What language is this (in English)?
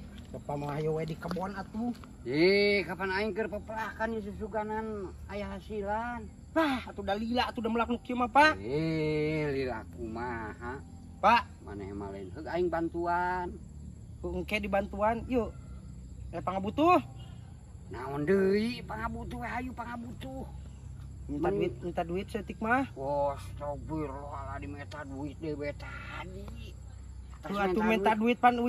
Sundanese